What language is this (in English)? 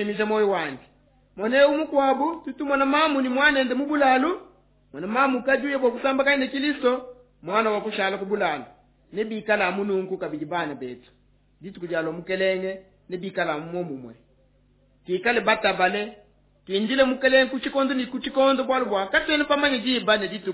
Luba-Lulua